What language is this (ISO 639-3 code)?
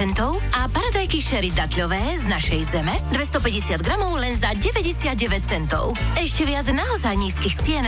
slk